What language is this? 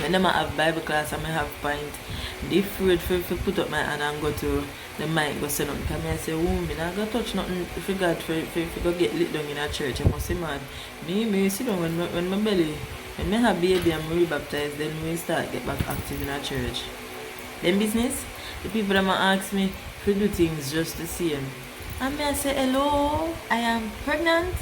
Jamaican Creole English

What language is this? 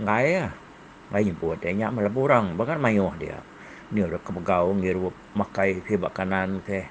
Iban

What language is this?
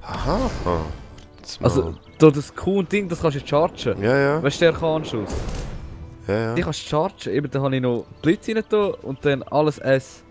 Swiss German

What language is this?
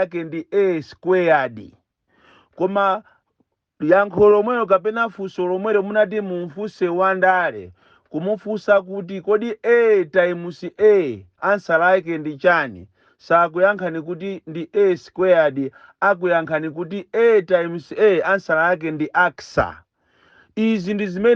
Nyanja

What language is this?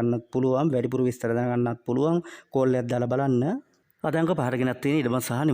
Sinhala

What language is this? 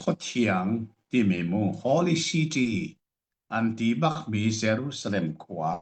Hakha Chin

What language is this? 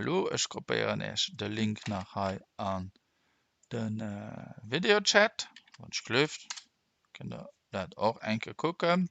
Luxembourgish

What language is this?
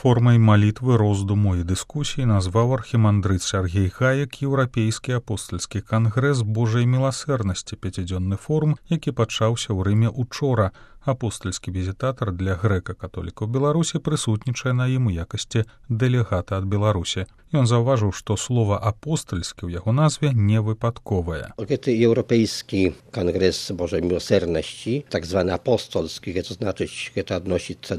Belarusian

